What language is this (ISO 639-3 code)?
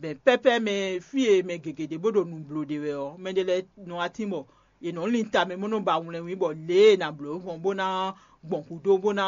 fon